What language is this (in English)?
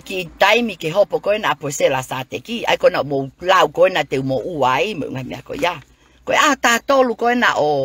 Tongan